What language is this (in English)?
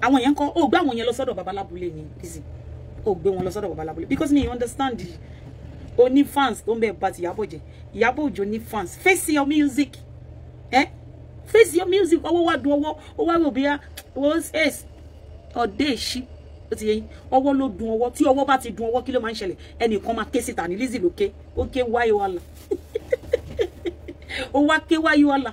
Yoruba